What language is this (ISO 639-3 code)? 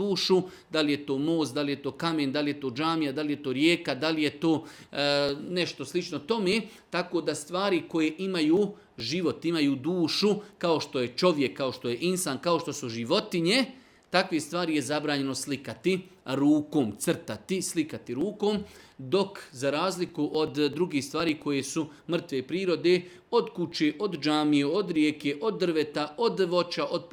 bos